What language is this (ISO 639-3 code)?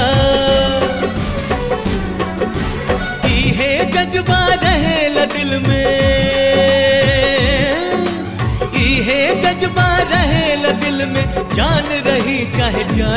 bho